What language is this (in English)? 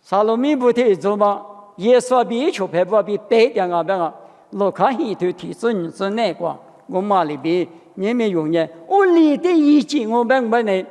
Lisu